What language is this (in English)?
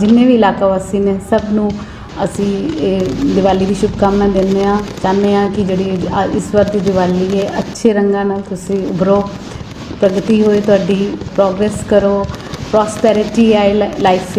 Punjabi